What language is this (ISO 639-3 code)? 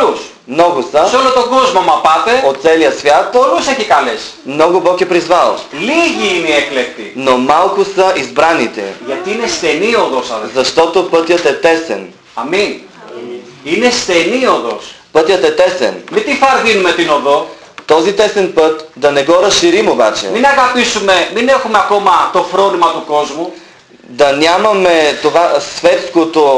bul